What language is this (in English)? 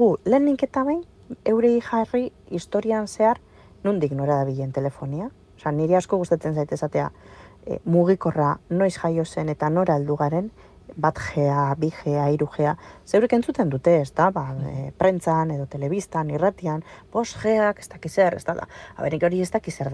Basque